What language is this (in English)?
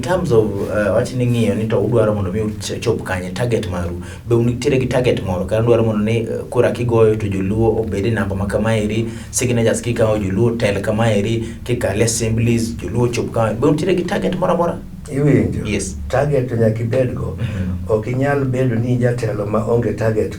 Luo (Kenya and Tanzania)